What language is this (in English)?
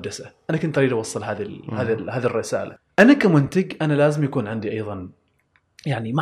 Gulf Arabic